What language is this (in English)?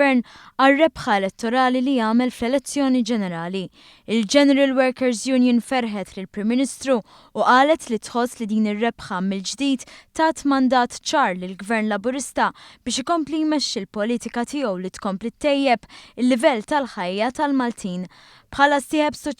Maltese